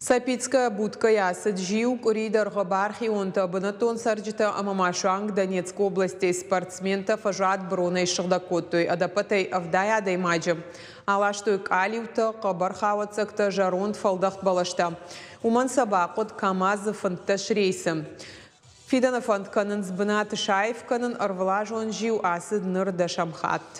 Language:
Ossetic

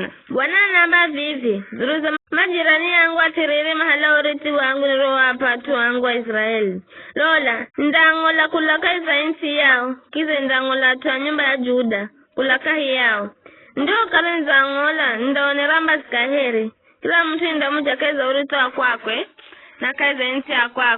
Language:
Giryama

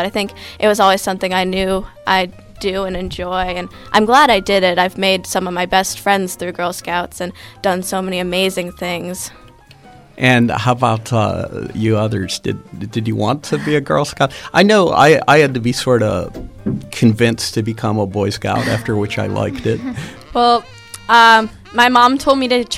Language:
English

